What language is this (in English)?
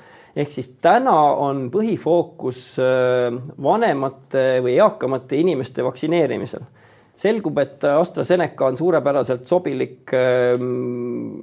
Estonian